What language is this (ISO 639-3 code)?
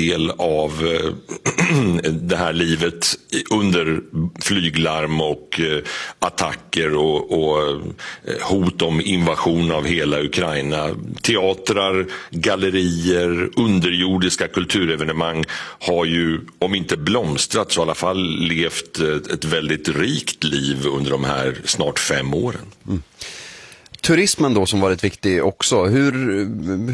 swe